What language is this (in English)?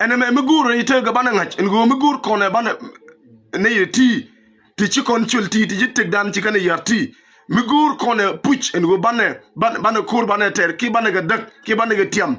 Nuer